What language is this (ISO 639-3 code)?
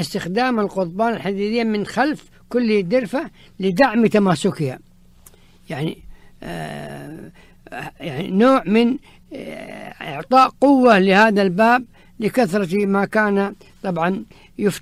ara